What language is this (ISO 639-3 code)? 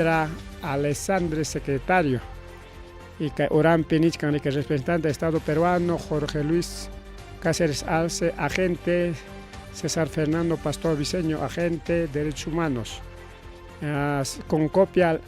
quy